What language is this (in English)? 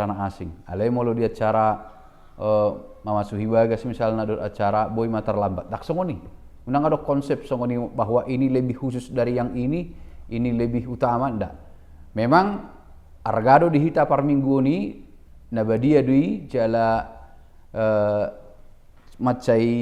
Batak Toba